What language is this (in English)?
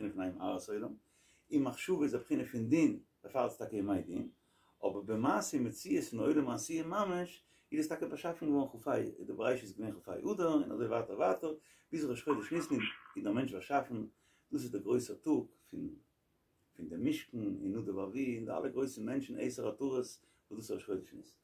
Yiddish